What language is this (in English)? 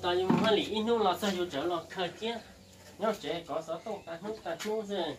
Hmong